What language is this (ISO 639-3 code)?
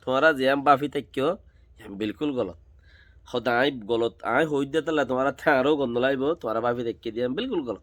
rhg